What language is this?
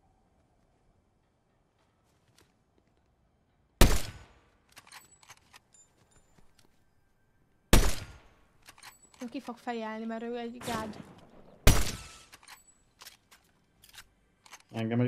Hungarian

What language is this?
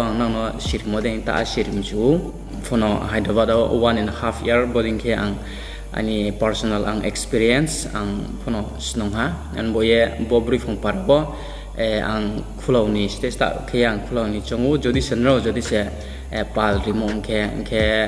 Riang (India)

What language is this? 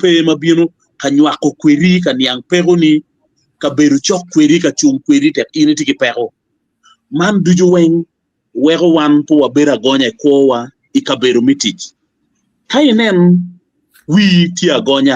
Acoli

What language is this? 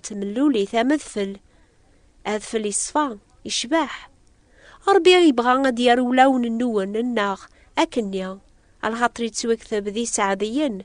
Kabyle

